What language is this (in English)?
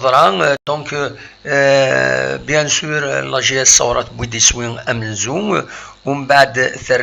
Kabyle